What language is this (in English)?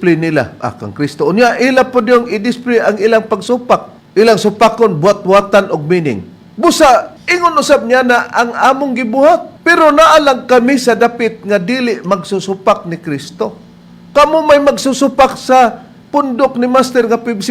Cebuano